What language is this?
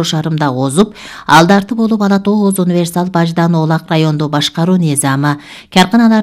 Kyrgyz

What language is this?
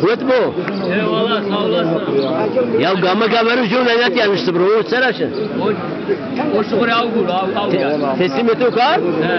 Zaza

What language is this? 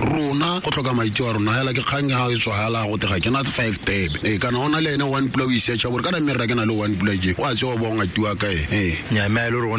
Tswana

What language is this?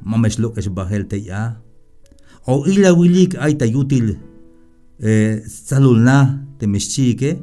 Tzeltal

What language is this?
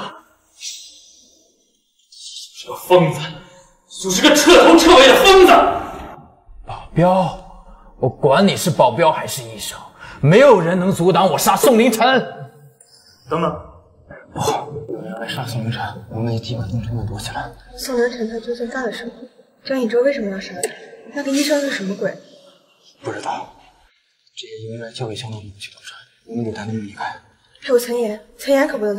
Chinese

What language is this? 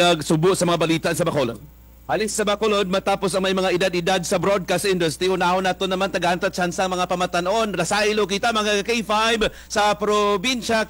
Kinaray-a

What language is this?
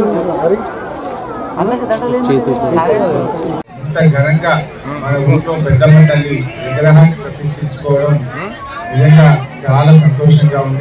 Telugu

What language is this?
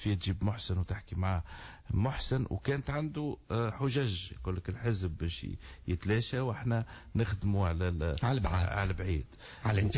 Tunisian Arabic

